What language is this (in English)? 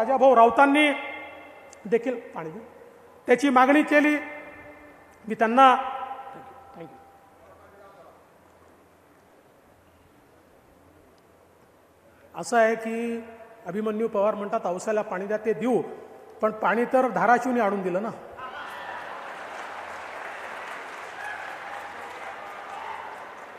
Marathi